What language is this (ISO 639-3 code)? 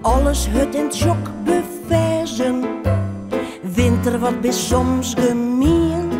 fry